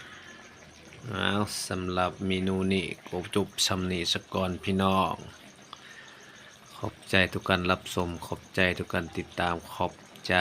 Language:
Lao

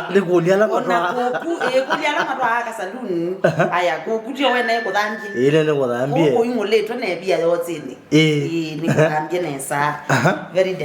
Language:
Kamba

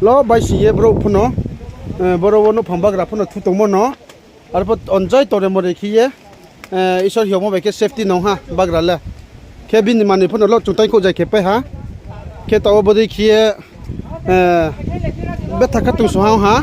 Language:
Riang (India)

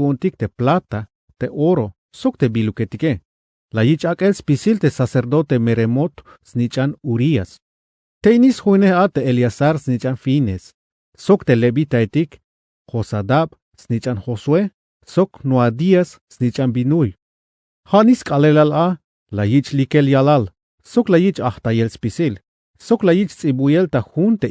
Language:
Tzeltal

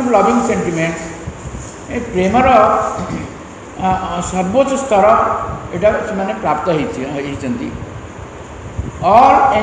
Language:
Odia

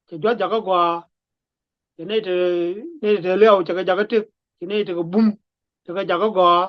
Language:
Nuer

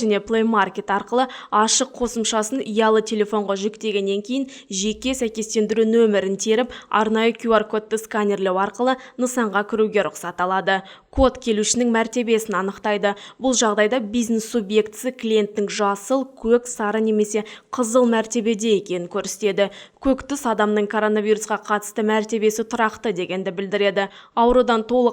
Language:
Kazakh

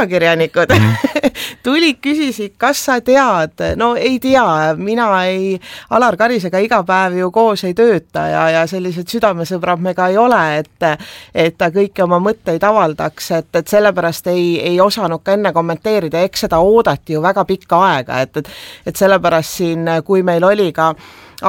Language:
Estonian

